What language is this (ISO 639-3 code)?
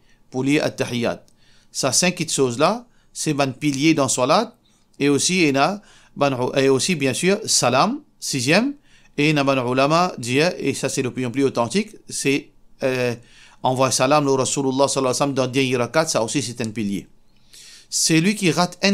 mfe